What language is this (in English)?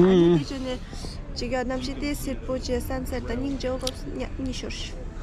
Tibetan